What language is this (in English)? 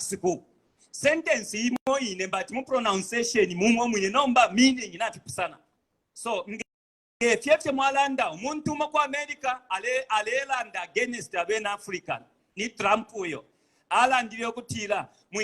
Bemba